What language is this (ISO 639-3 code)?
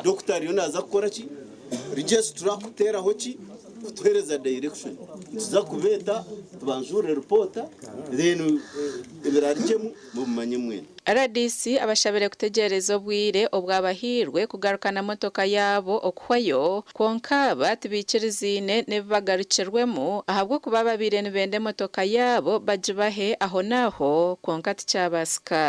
nyn